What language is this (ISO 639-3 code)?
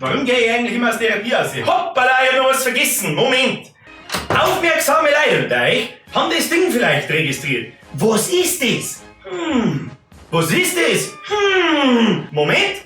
bar